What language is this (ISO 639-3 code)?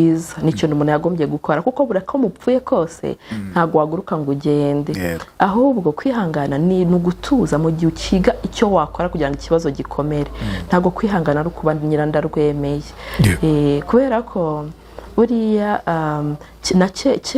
kin